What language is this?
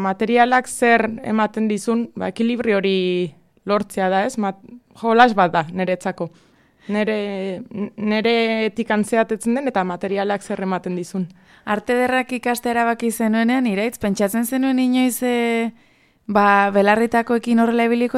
Basque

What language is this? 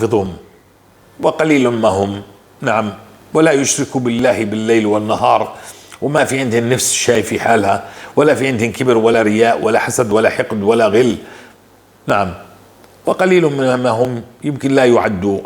North Levantine Arabic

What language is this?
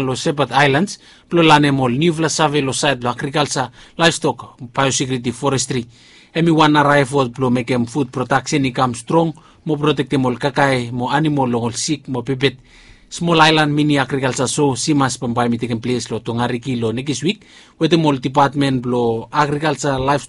Bislama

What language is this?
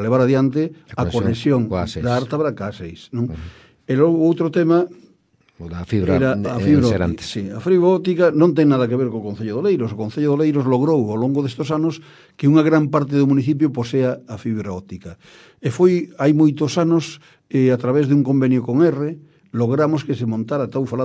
Galician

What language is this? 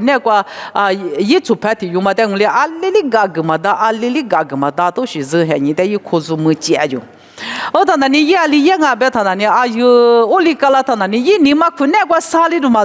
Lisu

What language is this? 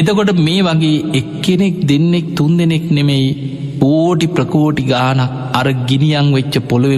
Sinhala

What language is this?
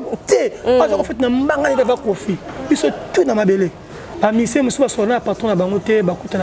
Lingala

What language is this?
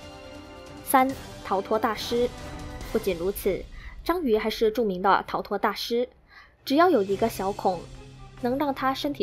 Chinese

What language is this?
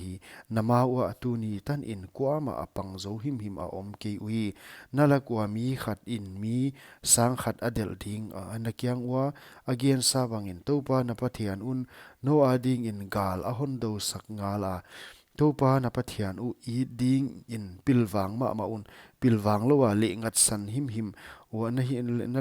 Paite Chin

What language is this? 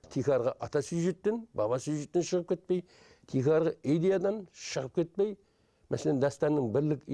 Kara-Kalpak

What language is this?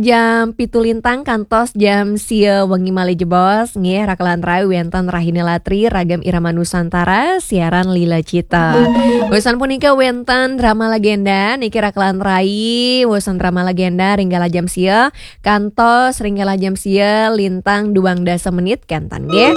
Balinese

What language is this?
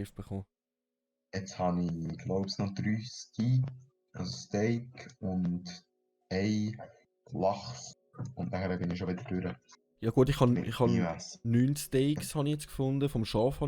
Swiss German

